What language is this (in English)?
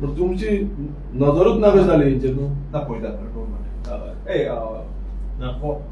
Konkani